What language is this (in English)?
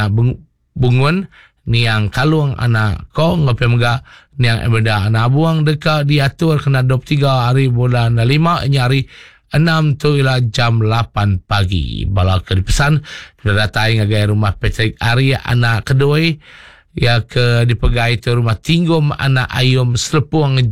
Iban